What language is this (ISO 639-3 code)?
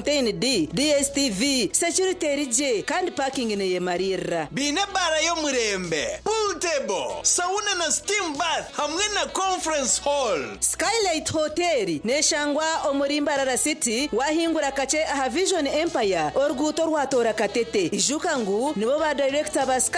nyn